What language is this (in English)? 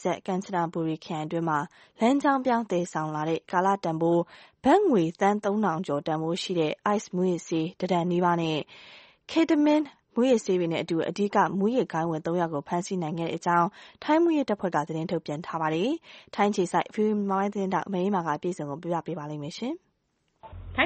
Burmese